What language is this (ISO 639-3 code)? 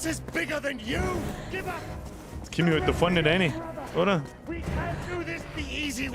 bar